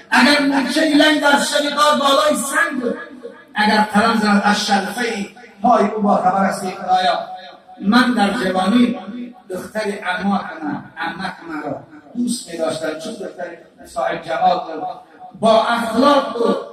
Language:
Tajik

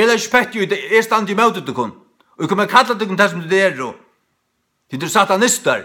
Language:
Faroese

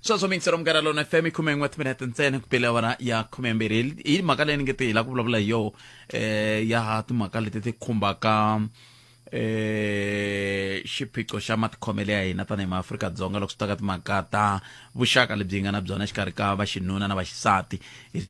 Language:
Tsonga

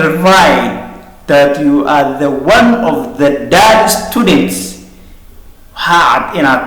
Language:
Somali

